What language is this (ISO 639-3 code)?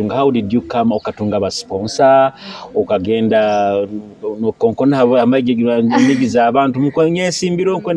nyo